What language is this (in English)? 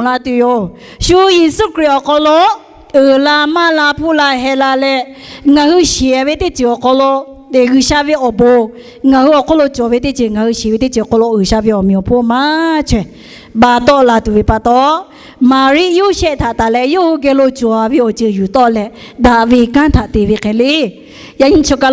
Lahu